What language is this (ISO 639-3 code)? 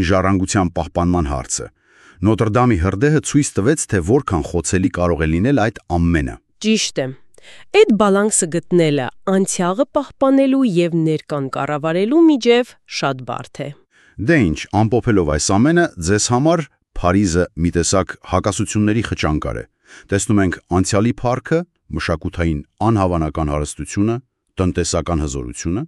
hye